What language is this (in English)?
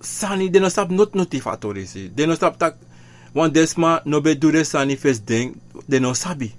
Sranan Tongo